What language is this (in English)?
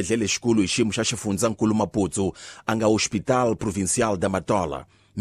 Tsonga